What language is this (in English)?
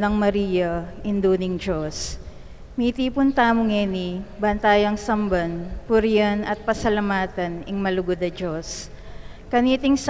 Pampanga